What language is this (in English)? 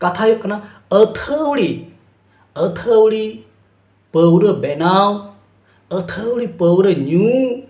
Santali